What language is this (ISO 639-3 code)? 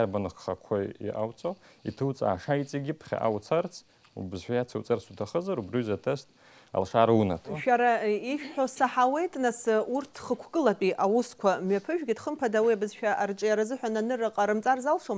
abk